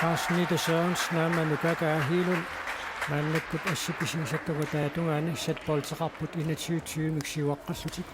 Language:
Kalaallisut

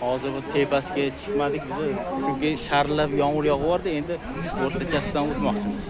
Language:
Uzbek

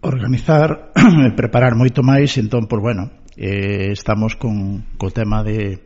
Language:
Galician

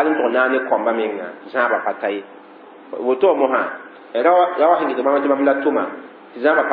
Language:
Mossi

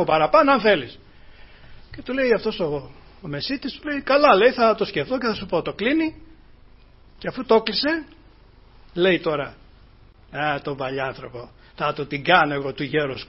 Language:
Greek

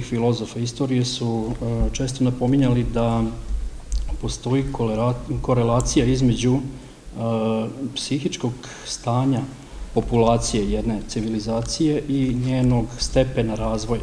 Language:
Serbian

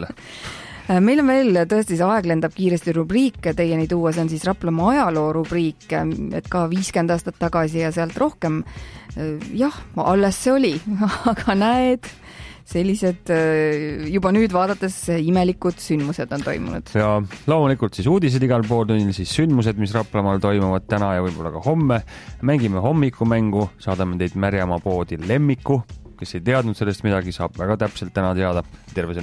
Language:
Estonian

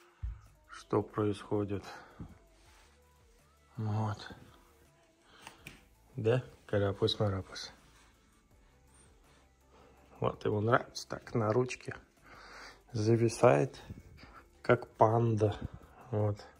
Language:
Russian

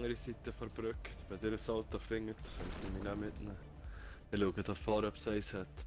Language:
Swiss German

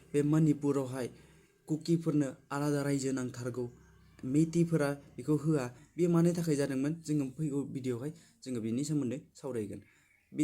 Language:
Bodo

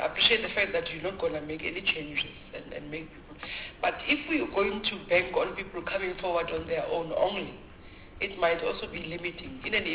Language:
English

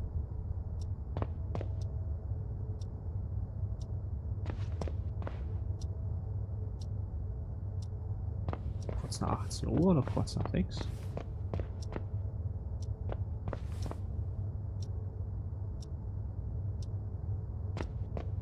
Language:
German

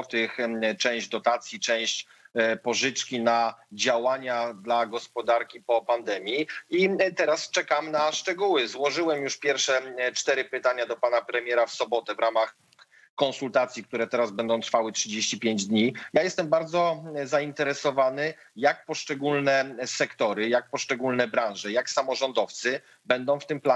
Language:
Polish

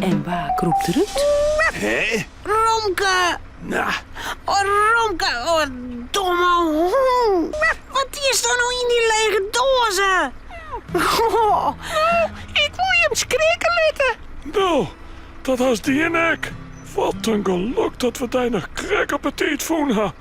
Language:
Western Frisian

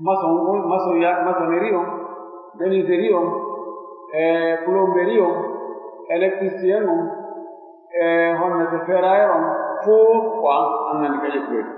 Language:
Pular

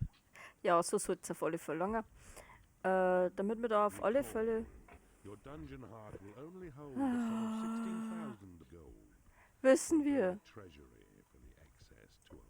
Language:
Bavarian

